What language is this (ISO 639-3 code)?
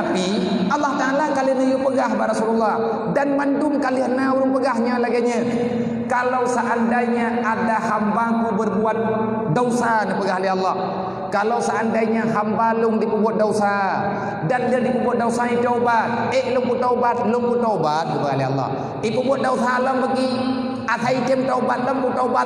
ace